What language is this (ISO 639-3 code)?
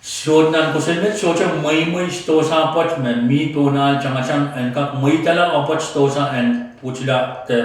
pon